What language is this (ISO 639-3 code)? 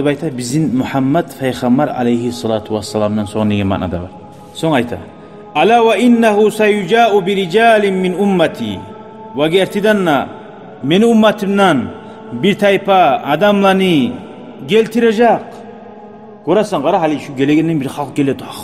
kum